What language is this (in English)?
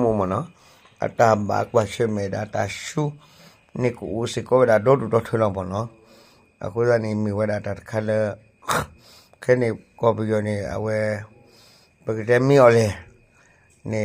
S'gaw Karen